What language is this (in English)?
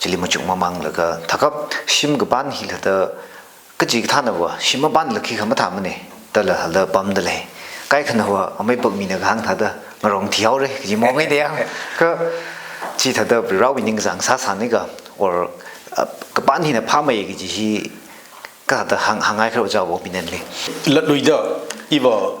Tangkhul Naga (India)